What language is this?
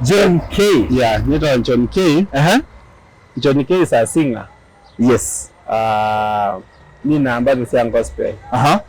Kamba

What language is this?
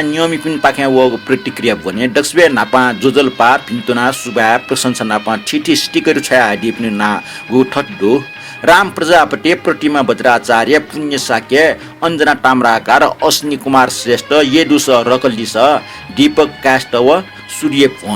Newari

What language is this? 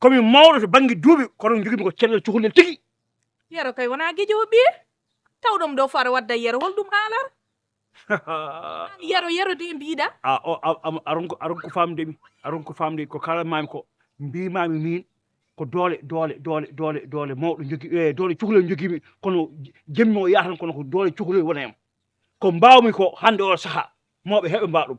Fula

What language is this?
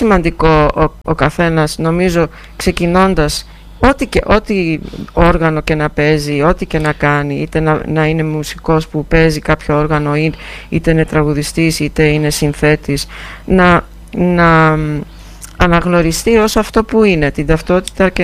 Greek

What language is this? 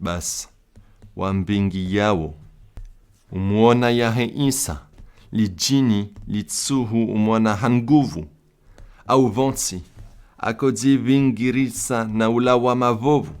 Comorian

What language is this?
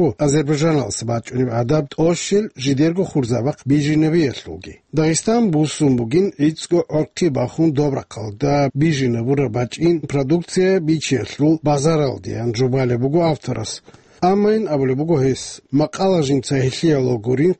Avaric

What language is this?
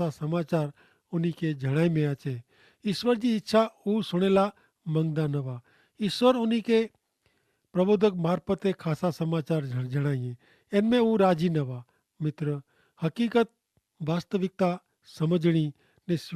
Kachhi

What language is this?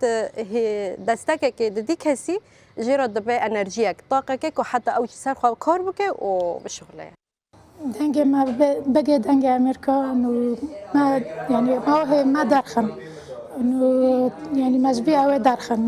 Kurdish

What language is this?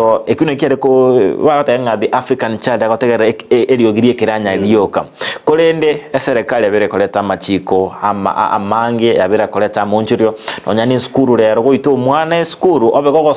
Gusii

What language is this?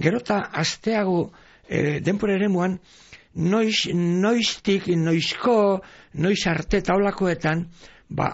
Basque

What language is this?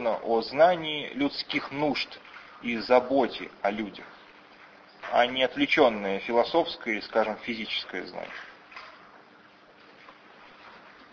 Russian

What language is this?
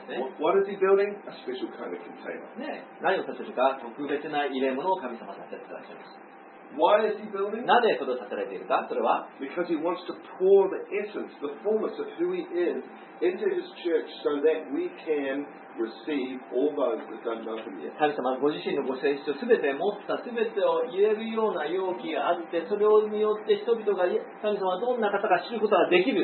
Japanese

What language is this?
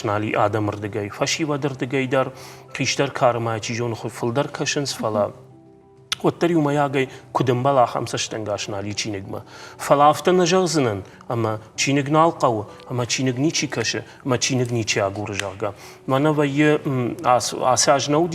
Ossetic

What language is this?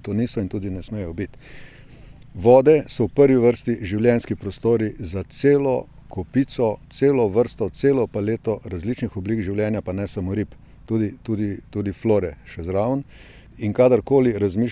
Slovenian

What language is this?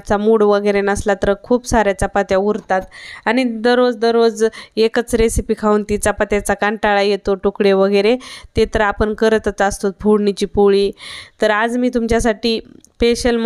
Marathi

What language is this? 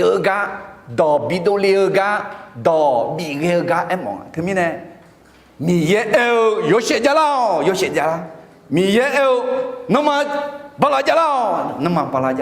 Akha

